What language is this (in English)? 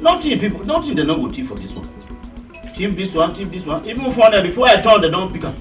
Nigerian Pidgin